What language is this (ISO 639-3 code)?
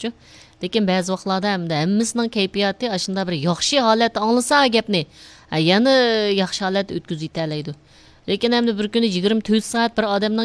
uig